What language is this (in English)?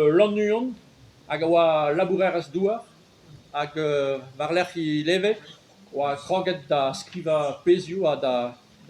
Breton